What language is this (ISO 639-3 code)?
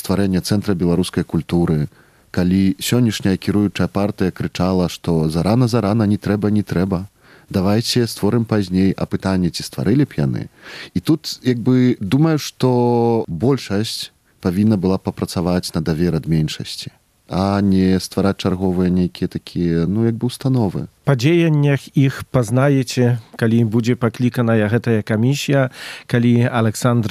bel